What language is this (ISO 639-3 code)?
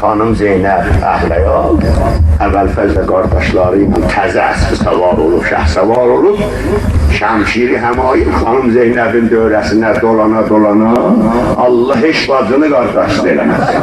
azb